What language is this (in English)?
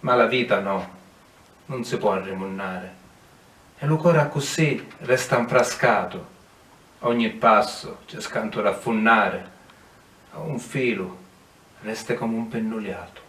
Sicilian